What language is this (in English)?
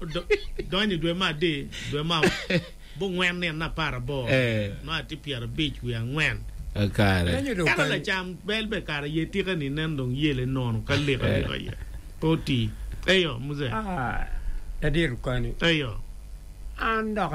Acoli